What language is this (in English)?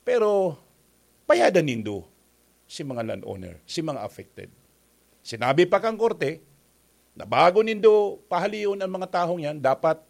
Bikol